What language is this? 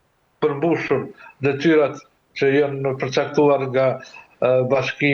Albanian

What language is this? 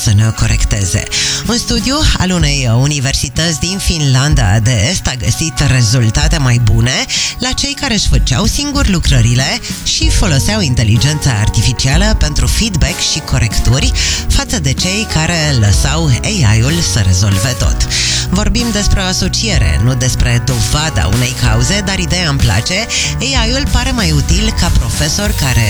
Romanian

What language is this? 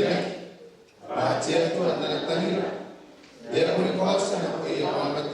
Gilbertese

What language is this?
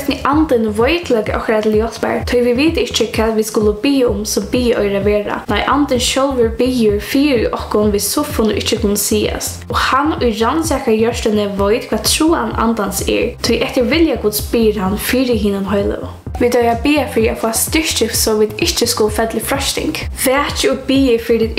Faroese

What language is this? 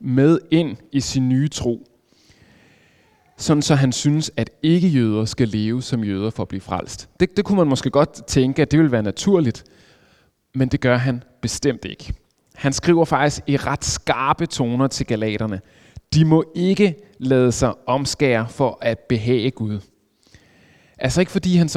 Danish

